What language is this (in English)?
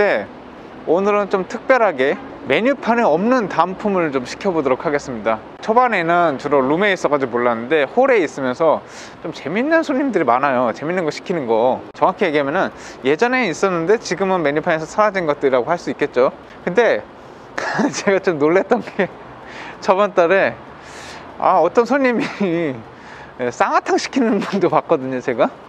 Korean